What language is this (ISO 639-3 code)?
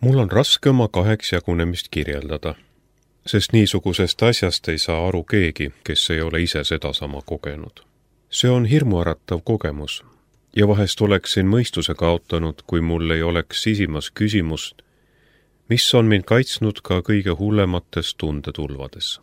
est